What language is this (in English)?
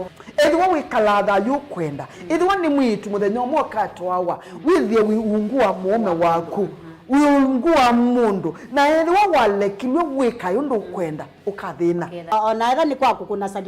Kamba